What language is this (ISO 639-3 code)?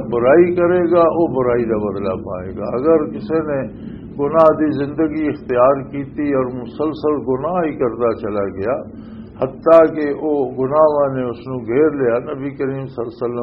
lah